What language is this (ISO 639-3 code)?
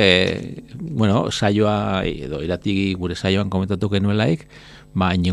eus